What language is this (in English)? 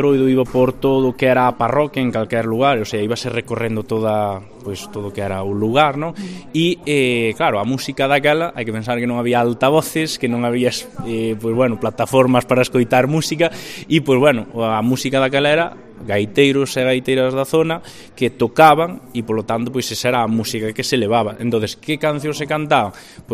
Galician